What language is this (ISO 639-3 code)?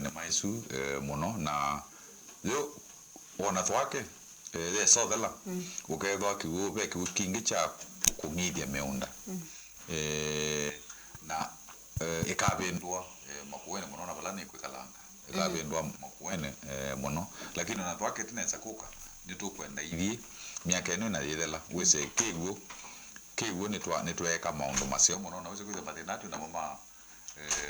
kam